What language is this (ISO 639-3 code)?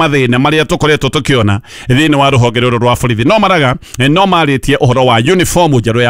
kik